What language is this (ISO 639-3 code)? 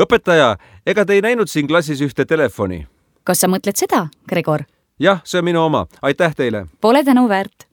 est